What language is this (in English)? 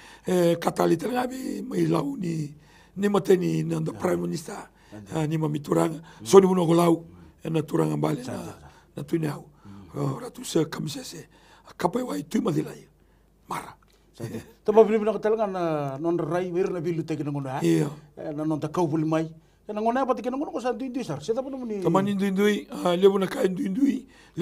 Galician